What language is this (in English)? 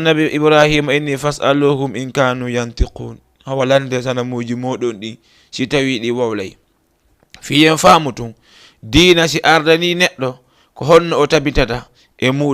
Fula